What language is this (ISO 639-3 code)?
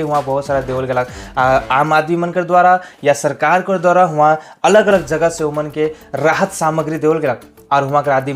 sck